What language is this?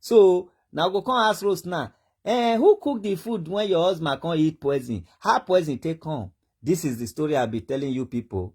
Nigerian Pidgin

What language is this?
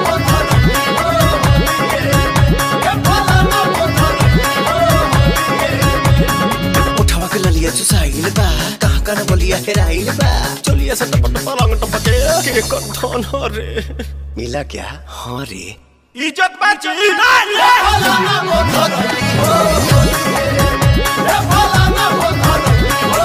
Bhojpuri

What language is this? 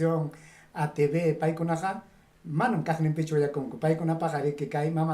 Ayacucho Quechua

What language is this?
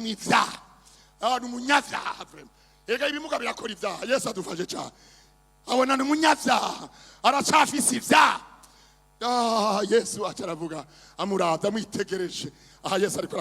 Rundi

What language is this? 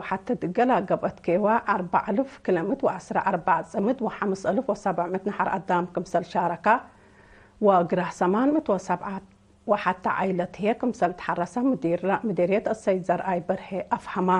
Tigre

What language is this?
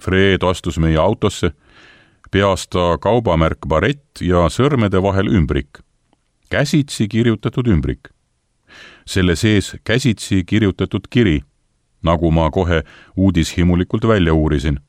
Estonian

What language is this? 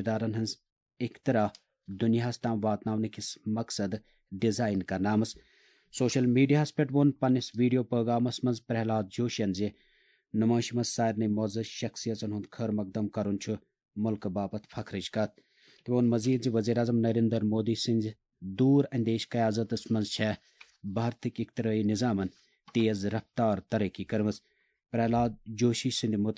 Kashmiri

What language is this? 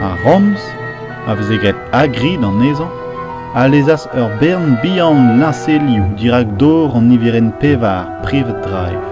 Breton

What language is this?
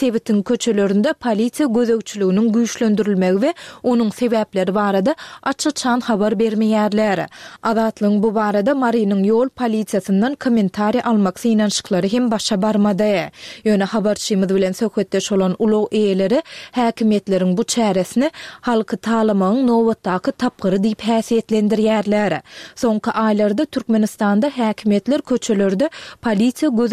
Turkmen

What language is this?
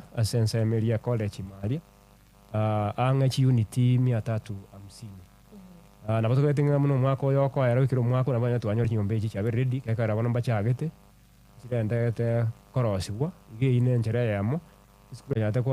Gusii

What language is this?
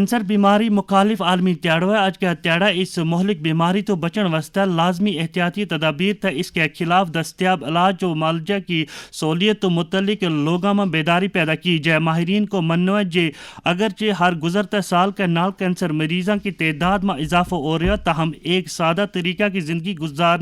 Gujari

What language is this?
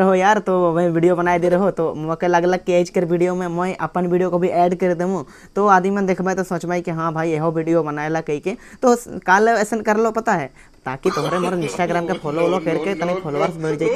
Sadri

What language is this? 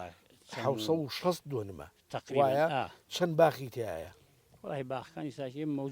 Central Kurdish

